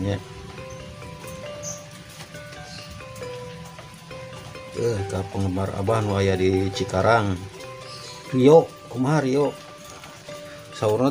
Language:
Sundanese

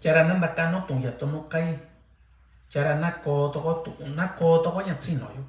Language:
Mixtepec Mixtec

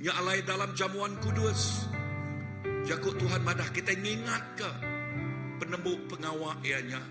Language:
Iban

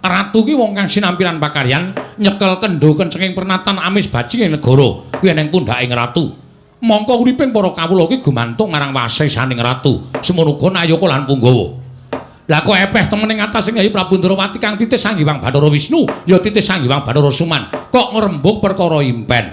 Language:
Javanese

